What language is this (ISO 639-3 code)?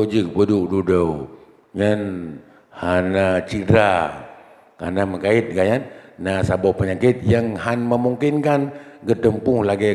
ace